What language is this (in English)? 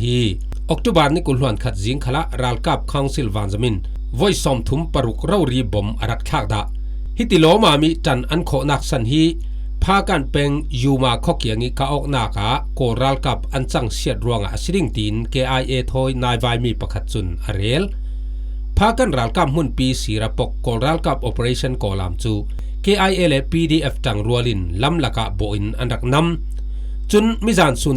Falam Chin